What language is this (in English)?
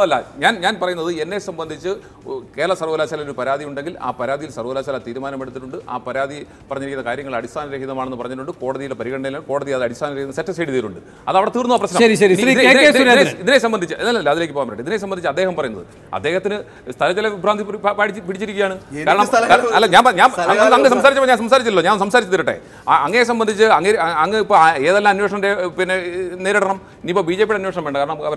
Malayalam